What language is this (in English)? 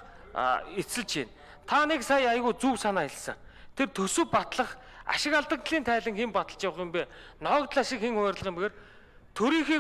Mongolian